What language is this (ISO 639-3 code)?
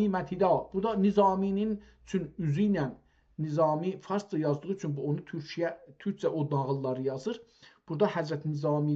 azb